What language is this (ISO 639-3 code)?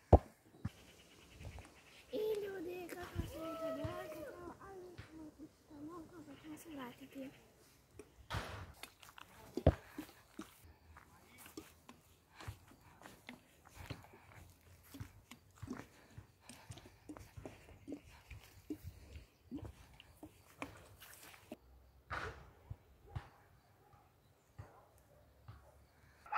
hrv